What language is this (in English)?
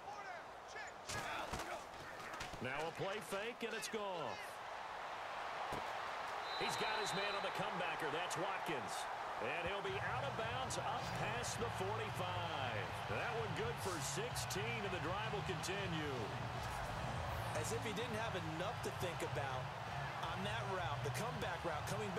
English